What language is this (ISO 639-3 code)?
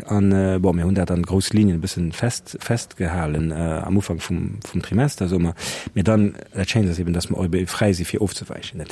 ltz